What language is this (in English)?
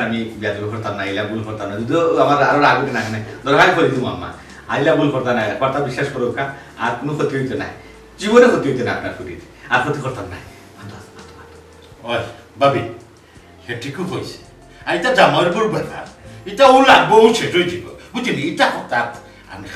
Sylheti